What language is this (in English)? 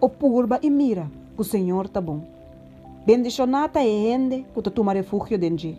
Papiamento